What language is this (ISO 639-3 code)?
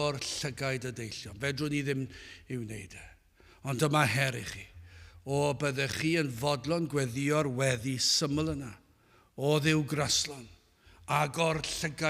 cym